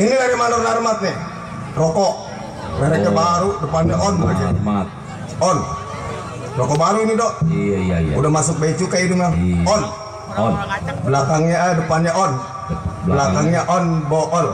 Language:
Betawi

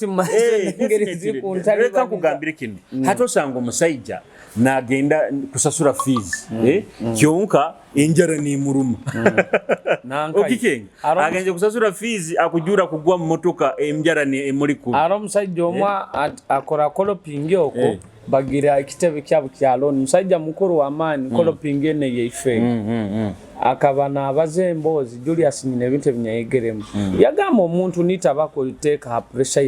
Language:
Nyoro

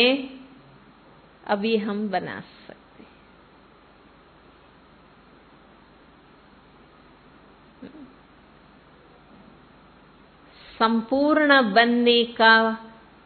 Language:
Hindi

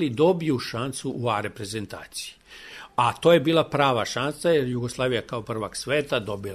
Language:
Serbian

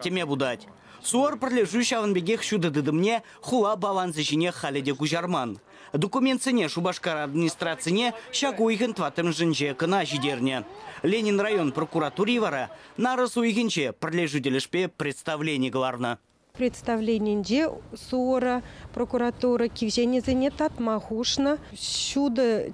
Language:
Chuvash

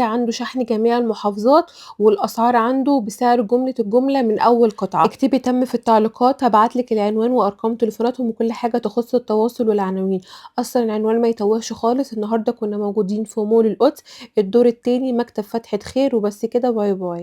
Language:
Egyptian Arabic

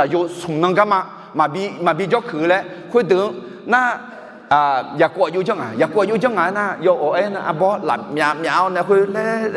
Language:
Akha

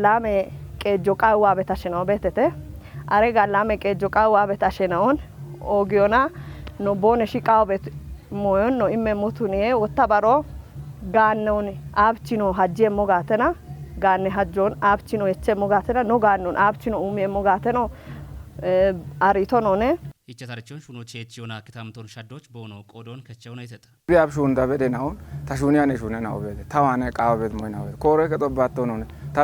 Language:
Kafa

